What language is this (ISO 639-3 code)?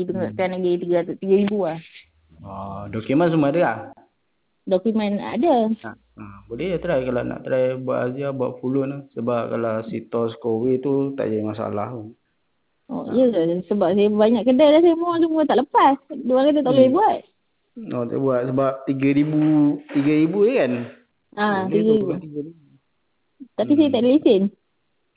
msa